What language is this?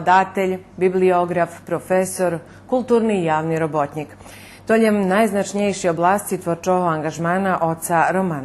Rusyn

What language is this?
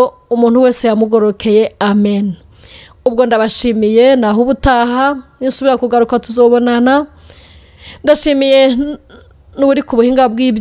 Rundi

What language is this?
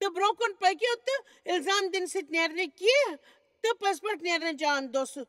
Kashmiri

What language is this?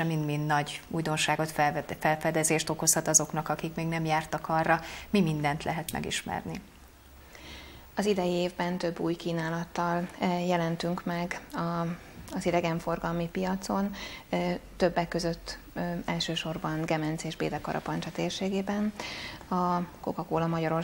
Hungarian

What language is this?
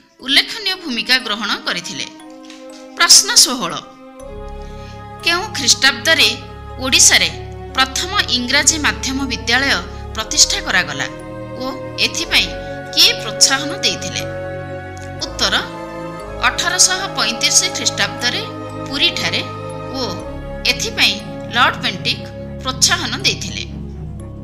Odia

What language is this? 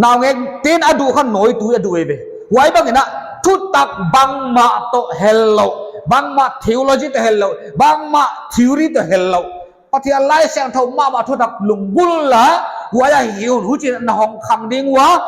Paite Chin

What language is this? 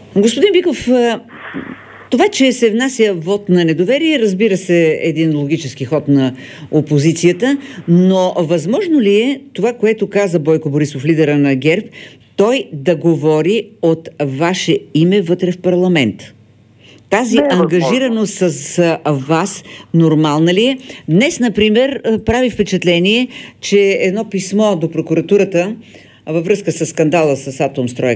Bulgarian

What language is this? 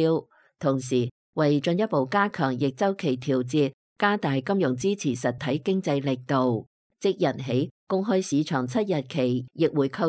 Cantonese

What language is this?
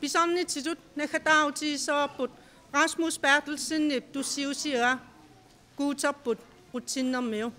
Kalaallisut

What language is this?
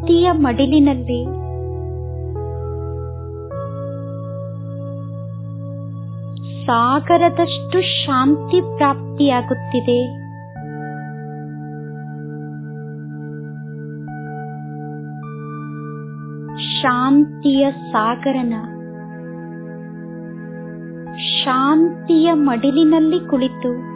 Kannada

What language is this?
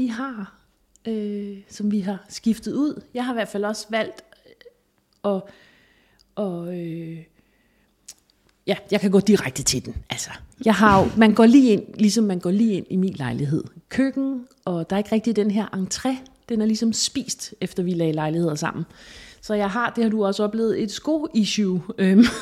Danish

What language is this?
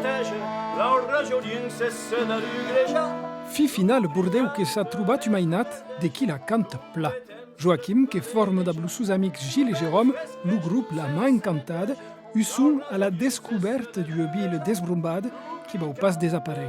Occitan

